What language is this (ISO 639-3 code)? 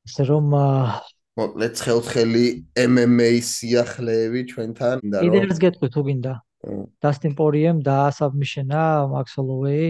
kat